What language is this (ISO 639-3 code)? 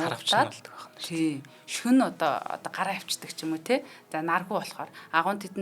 mon